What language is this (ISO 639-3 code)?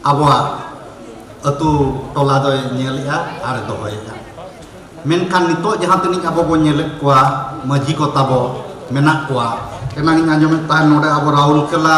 sat